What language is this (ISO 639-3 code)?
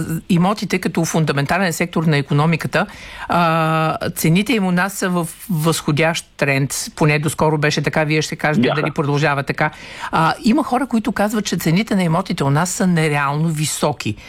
bul